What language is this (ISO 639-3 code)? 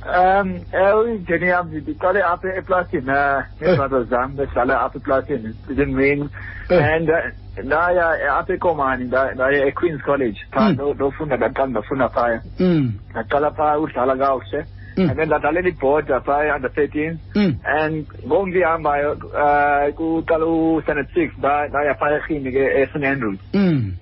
xho